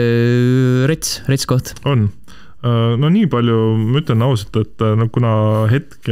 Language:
Estonian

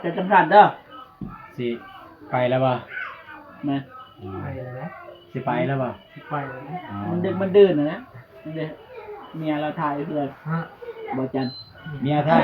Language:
Northeastern Thai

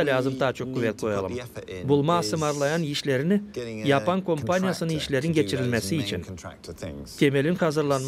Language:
Gagauz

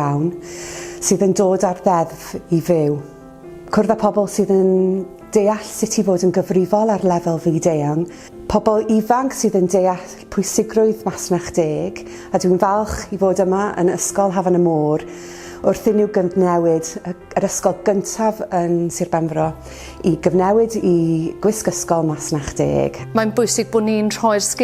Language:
Welsh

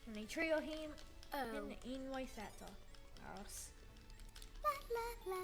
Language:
Welsh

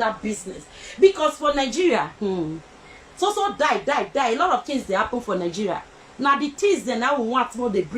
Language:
Nigerian Pidgin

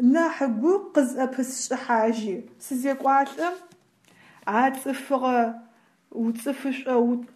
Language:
Adyghe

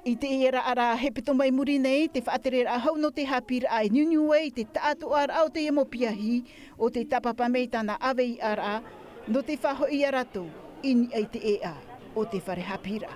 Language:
Tahitian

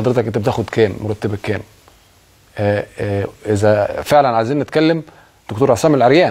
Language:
Egyptian Arabic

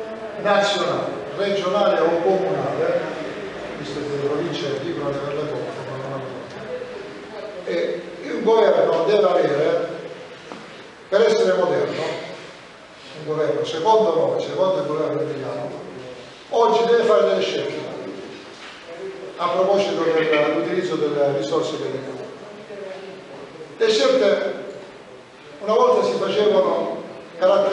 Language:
Italian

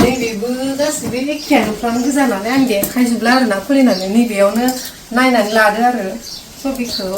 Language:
Bodo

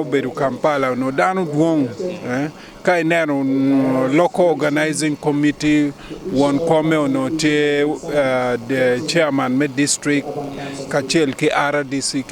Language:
Acoli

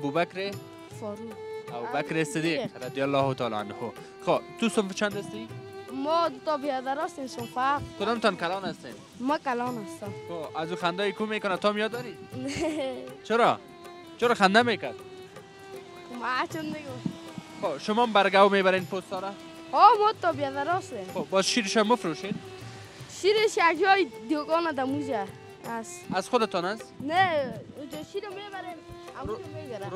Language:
Persian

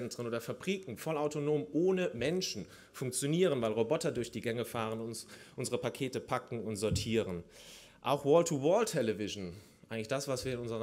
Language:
German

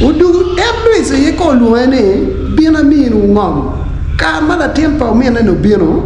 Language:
Acoli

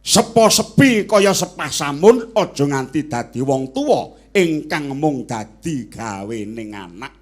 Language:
Javanese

